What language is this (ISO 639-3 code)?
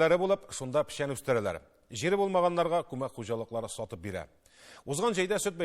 tat